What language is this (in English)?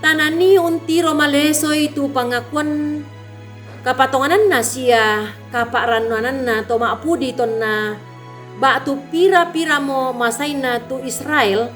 Toraja-Sa'dan